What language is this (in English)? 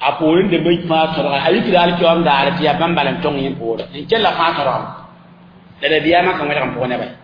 Mossi